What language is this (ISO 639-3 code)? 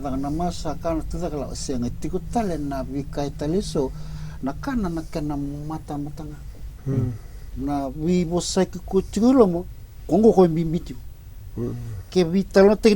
fij